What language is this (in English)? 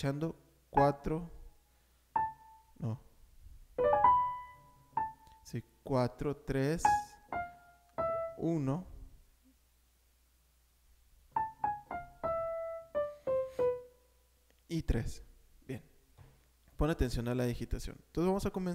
Spanish